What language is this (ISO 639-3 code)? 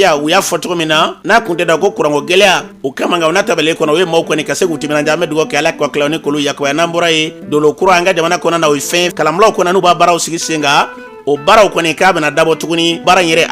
bam